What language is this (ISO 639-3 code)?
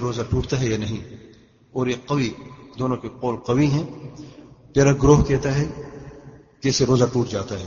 urd